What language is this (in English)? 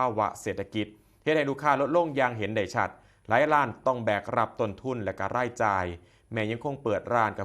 Northeastern Thai